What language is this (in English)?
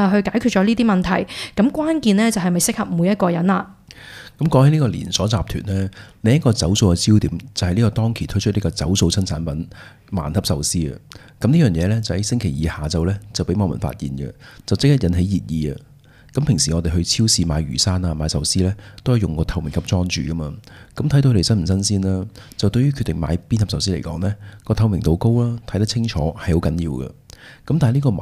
Cantonese